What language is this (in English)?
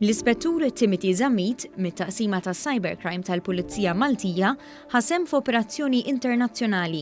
Maltese